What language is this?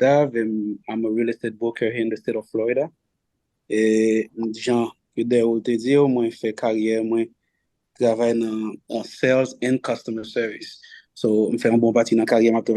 Haitian Creole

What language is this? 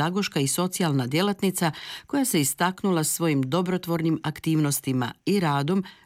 Croatian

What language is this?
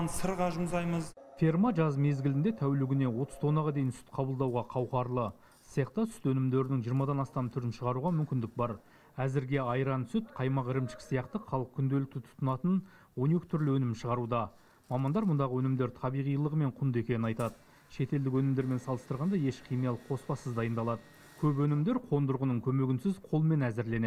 Kazakh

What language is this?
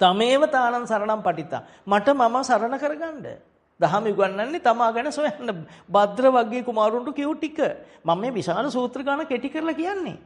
Sinhala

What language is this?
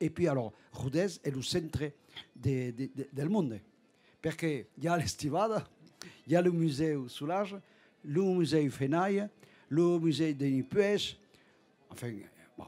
Occitan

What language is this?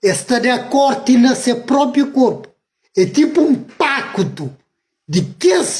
Kabuverdianu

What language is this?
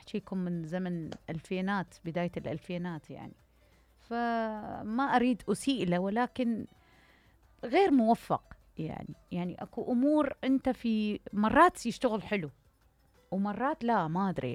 Mesopotamian Arabic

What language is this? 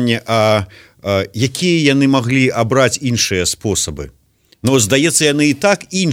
Belarusian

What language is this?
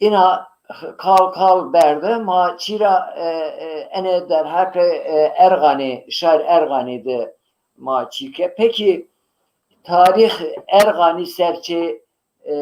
Zaza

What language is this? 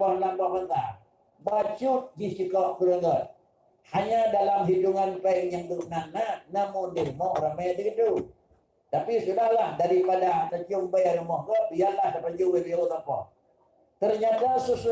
Achinese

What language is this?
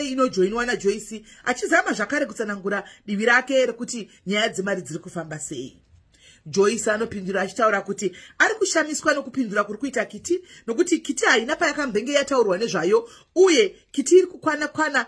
Shona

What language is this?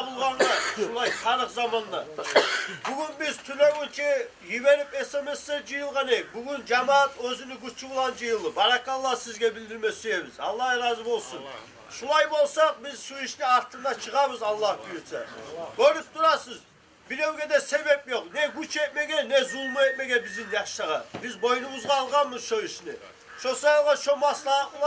Kumyk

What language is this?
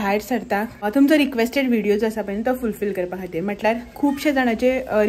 Konkani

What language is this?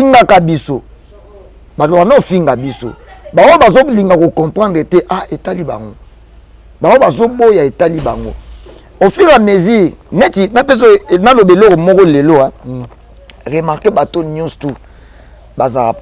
Lingala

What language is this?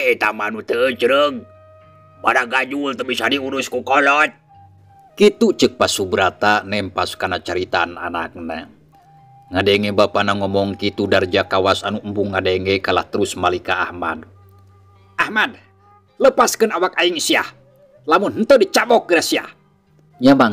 Sundanese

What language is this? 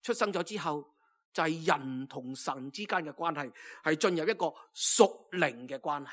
Cantonese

